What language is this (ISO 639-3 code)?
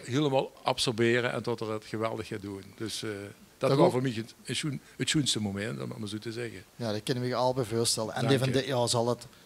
lim